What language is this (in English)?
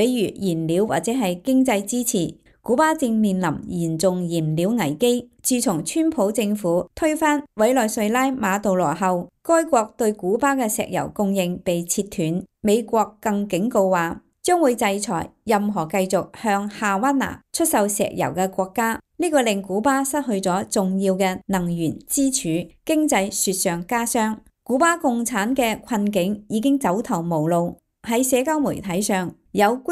Cantonese